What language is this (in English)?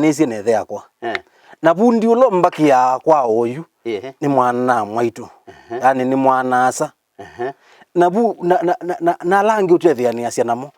Kamba